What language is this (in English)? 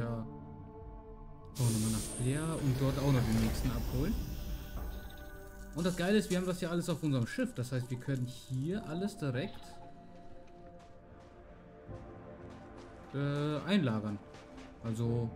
German